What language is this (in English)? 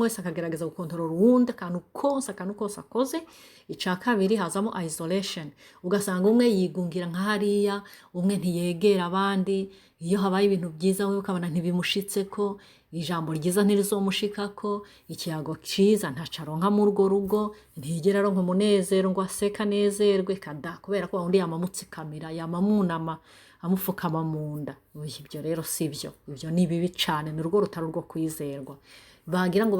Rundi